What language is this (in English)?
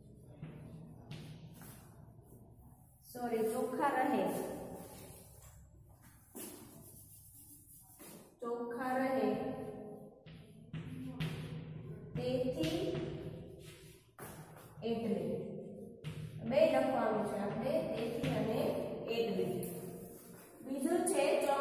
Gujarati